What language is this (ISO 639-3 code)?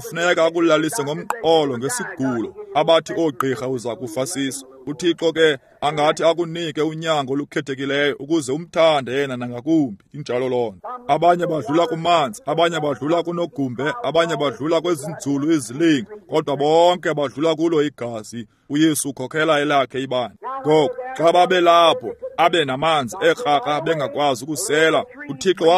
xho